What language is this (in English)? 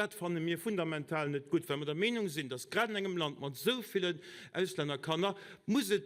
Luxembourgish